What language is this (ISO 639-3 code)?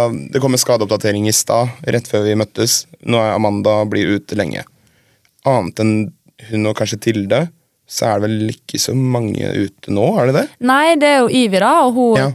nor